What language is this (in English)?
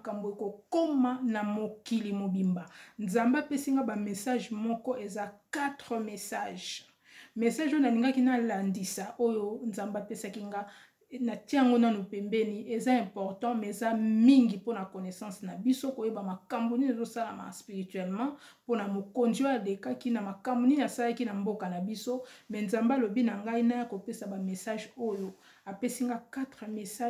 Lingala